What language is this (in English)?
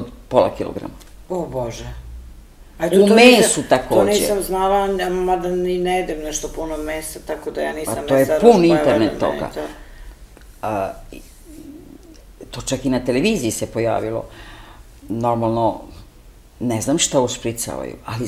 Serbian